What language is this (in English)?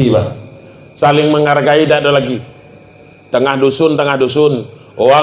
Minangkabau